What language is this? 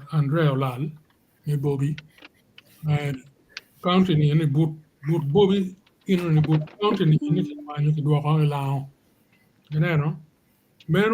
Acoli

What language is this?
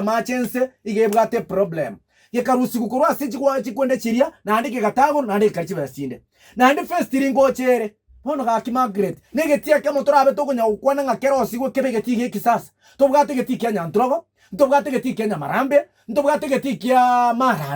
Gusii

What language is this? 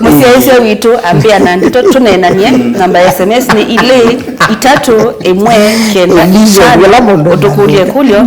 Kamba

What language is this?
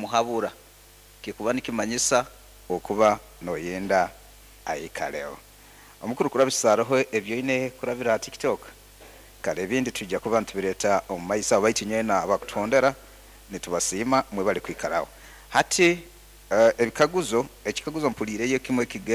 Nyoro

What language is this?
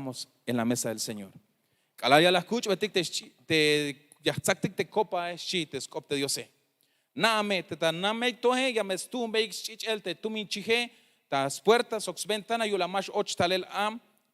Tzeltal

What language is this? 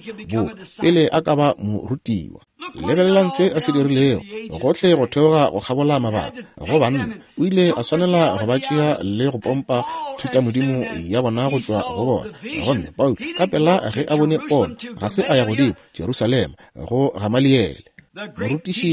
Northern Sotho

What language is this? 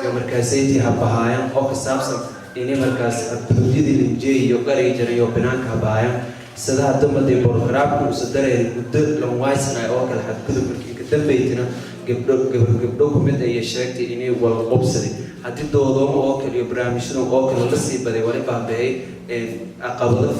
Somali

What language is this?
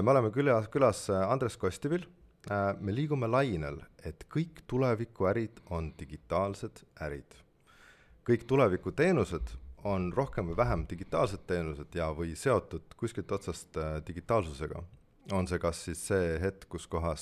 Estonian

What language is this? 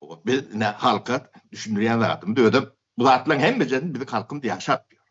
Turkmen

